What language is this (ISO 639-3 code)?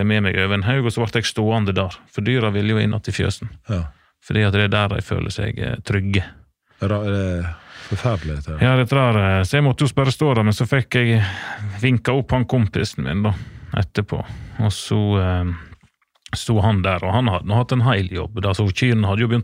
nor